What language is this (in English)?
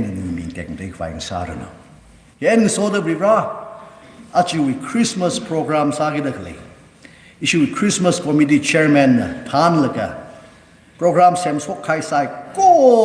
Tangkhul Naga (India)